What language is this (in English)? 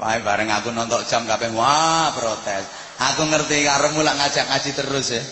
Javanese